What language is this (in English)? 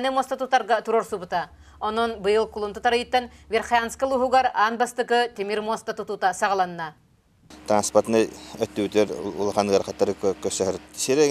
Yakut